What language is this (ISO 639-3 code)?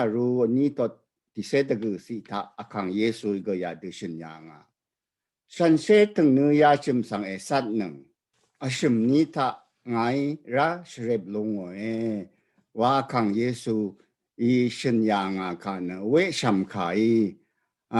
raw